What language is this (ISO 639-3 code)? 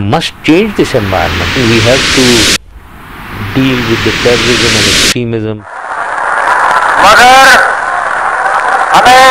urd